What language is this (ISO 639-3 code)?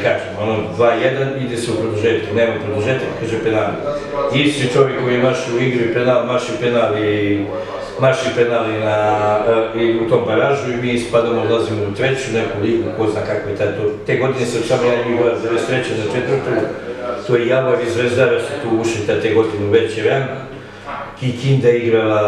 srp